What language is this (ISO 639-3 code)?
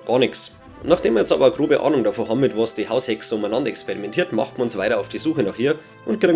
bar